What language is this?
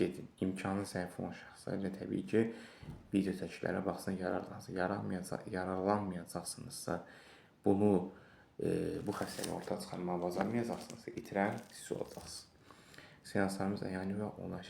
Azerbaijani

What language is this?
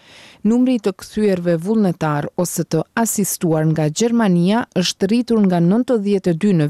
Albanian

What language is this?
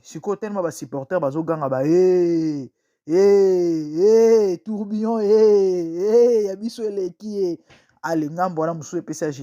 Lingala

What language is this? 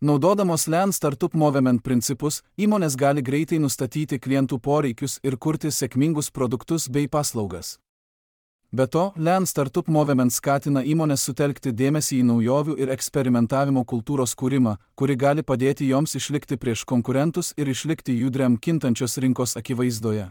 Lithuanian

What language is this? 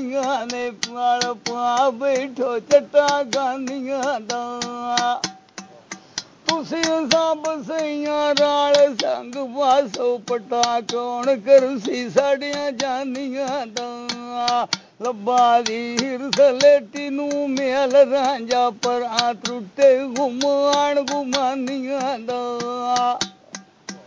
Punjabi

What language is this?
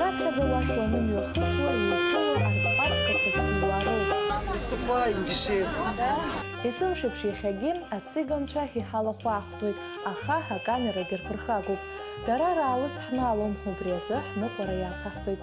Abkhazian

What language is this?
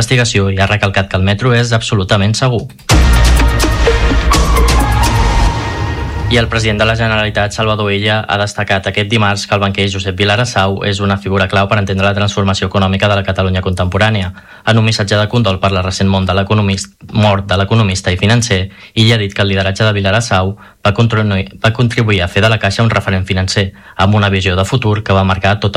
Catalan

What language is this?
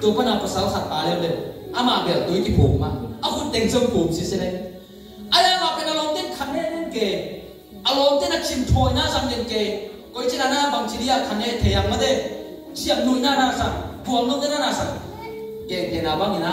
Tedim Chin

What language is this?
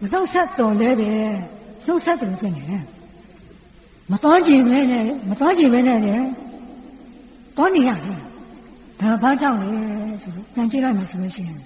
Burmese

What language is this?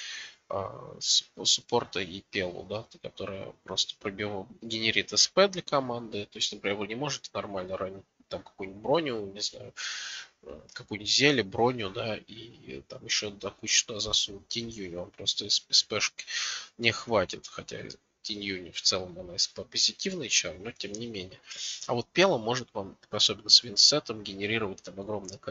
Russian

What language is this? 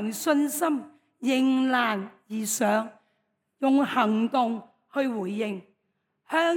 Cantonese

